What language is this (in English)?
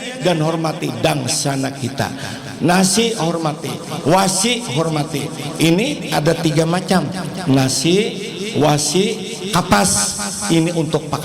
Banjar